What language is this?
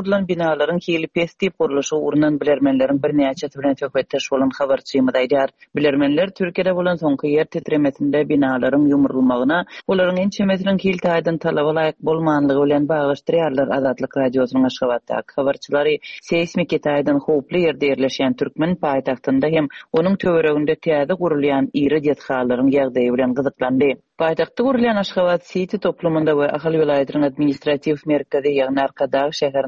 Turkmen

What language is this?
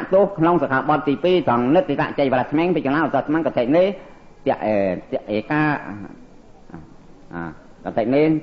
Khmer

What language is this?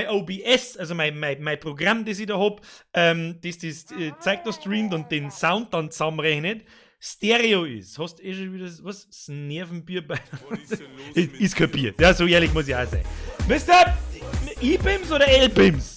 Bavarian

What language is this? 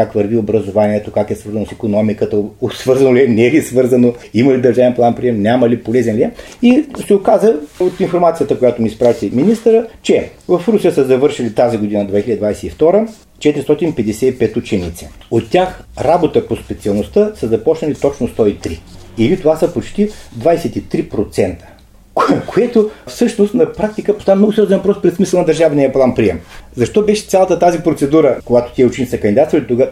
Bulgarian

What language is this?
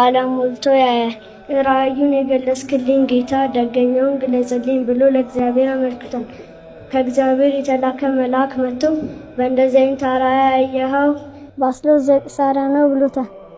Amharic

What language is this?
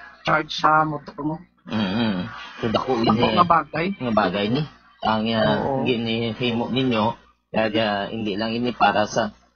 Hiligaynon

